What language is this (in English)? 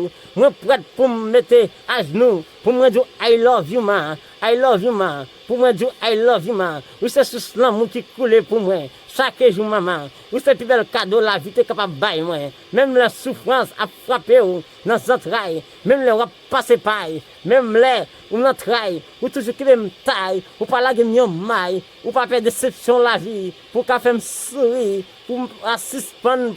Haitian Creole